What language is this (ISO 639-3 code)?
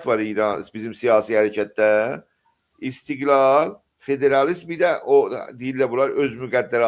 azb